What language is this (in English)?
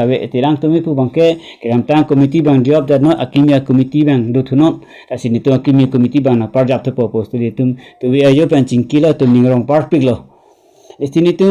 Karbi